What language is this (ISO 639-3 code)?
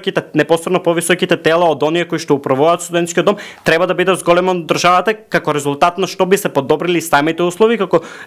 mkd